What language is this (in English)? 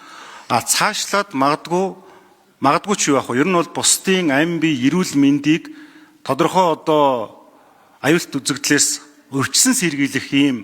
Mongolian